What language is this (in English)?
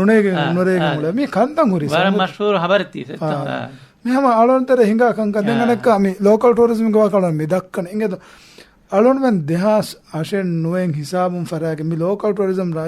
Divehi